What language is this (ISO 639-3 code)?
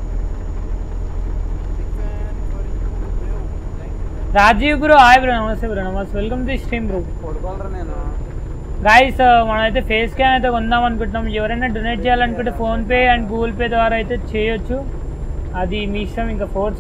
tel